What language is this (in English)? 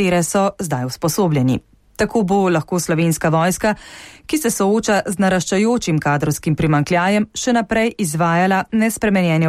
Slovenian